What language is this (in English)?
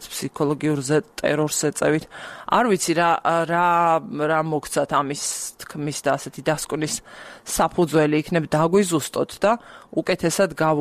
Georgian